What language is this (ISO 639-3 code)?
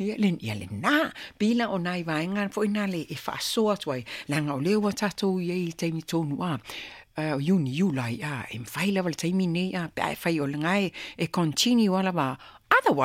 smo